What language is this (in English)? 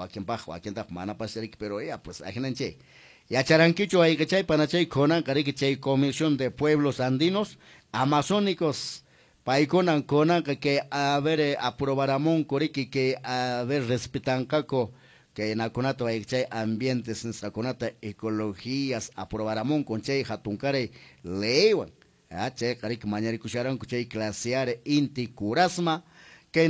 Quechua